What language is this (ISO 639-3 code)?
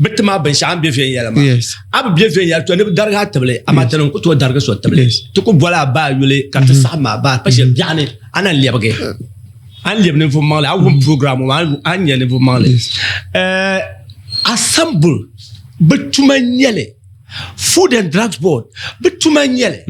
dag